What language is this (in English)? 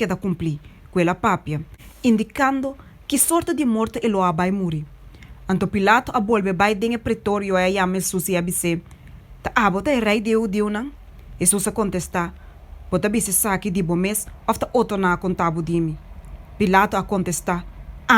Papiamento